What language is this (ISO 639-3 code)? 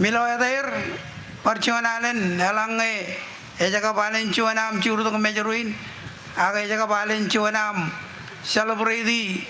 mah